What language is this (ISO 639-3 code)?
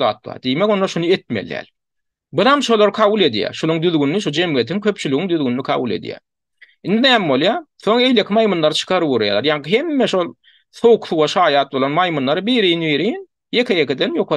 tuk